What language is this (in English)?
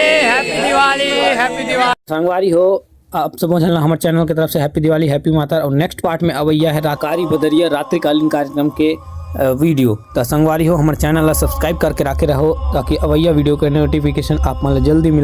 Chhattisgarhi